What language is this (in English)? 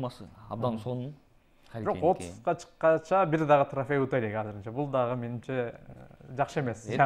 Kyrgyz